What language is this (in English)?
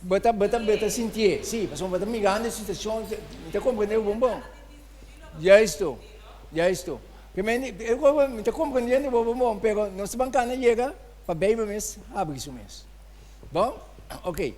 Papiamento